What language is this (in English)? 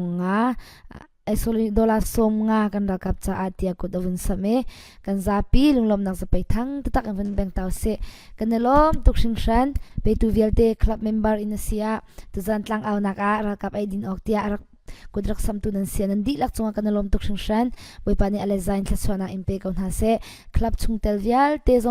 Falam Chin